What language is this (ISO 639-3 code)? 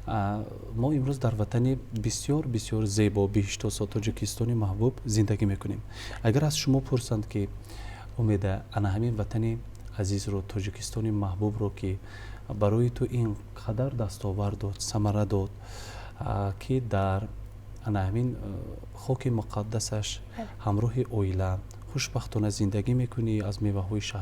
tgk